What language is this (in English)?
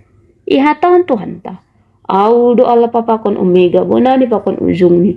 Batak Simalungun